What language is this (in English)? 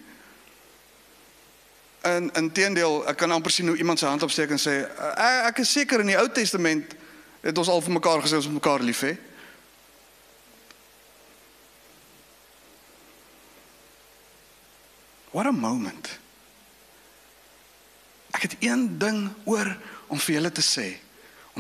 Afrikaans